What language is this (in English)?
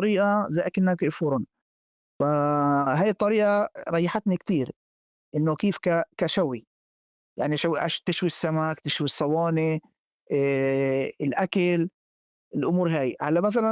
North Levantine Arabic